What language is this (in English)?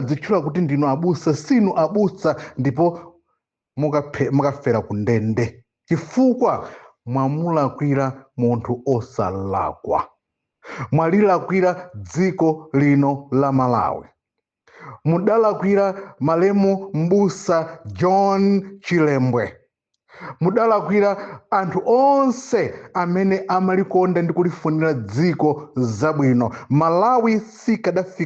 Nyanja